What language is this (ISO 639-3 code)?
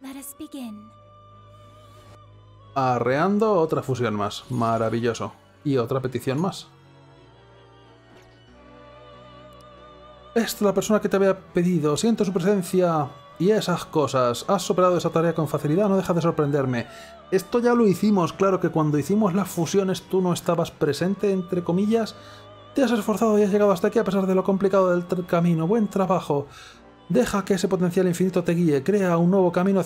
spa